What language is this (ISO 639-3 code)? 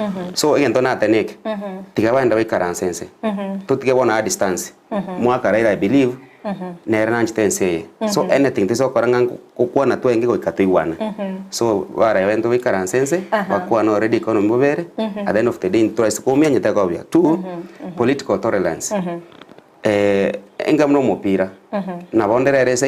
guz